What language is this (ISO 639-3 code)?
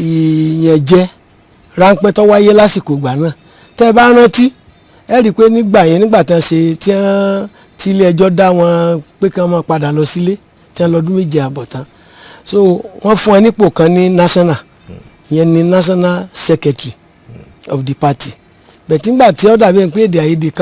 yor